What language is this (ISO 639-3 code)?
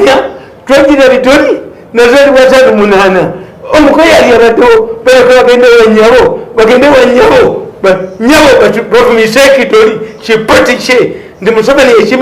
lug